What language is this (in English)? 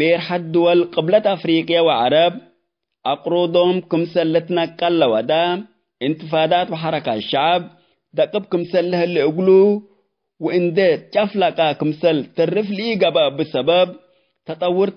Tigre